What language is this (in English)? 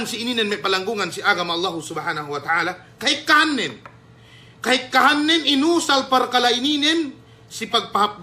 Yakan